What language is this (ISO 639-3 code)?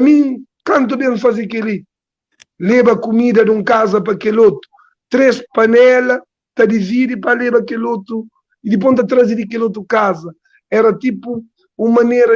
kea